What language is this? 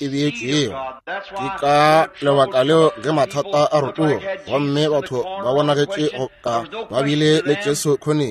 Northern Sotho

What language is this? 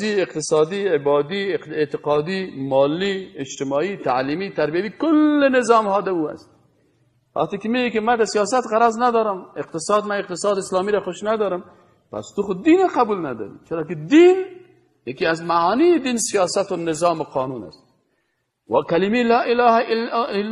Persian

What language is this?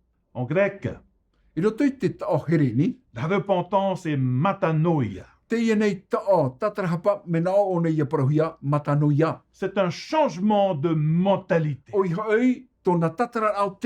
Tahitian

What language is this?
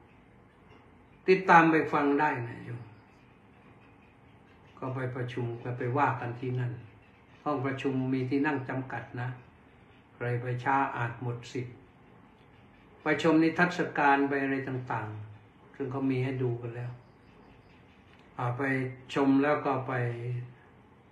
Thai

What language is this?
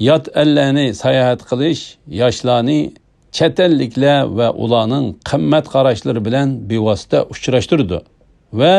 Uyghur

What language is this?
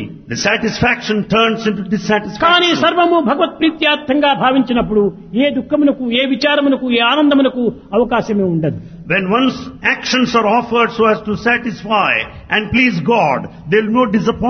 Telugu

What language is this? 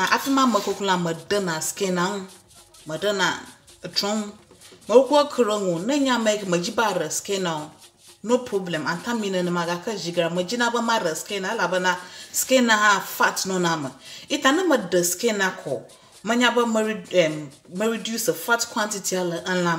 Ewe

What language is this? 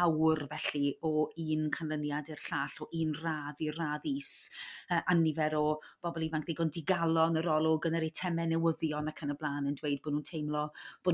Welsh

